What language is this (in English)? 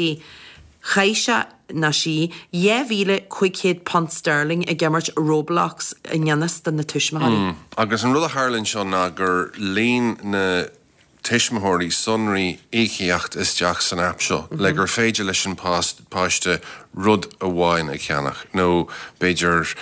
Irish